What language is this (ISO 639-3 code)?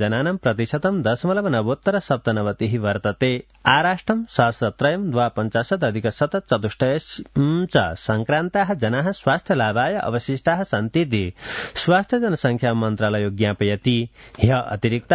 san